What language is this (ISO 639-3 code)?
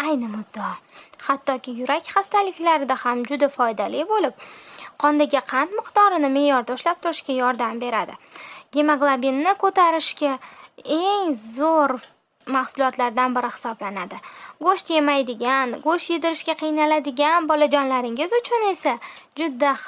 uzb